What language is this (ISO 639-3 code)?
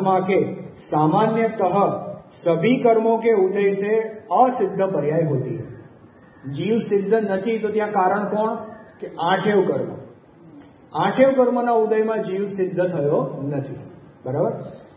guj